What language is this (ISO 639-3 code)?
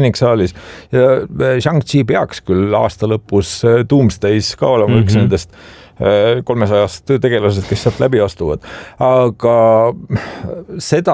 est